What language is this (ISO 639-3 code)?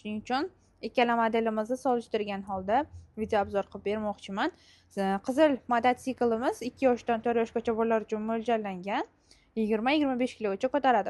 uzb